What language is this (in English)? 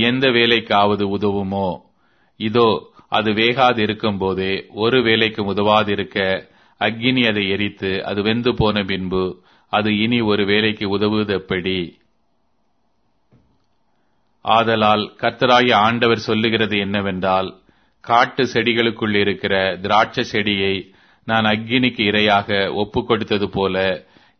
Tamil